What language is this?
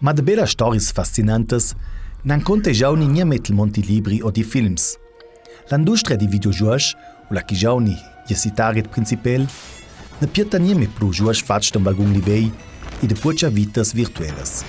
Ladin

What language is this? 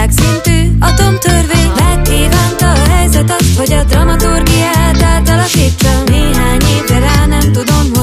Hungarian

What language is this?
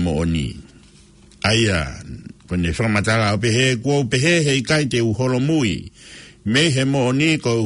Tongan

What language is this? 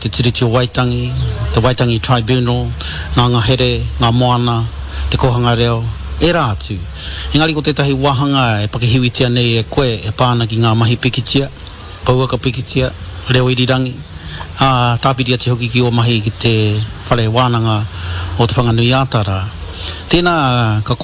Māori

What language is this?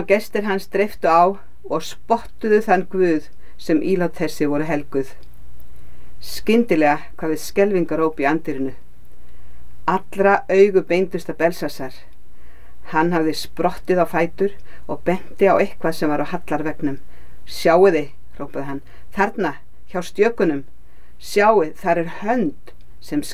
Icelandic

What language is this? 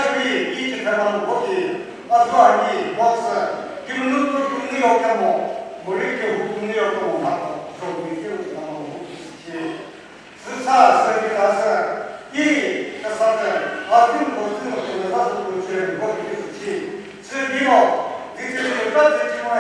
Chokri Naga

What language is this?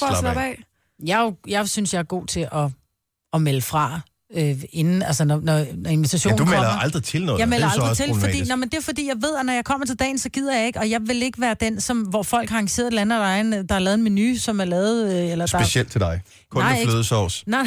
Danish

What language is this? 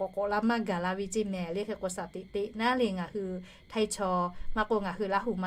Lahu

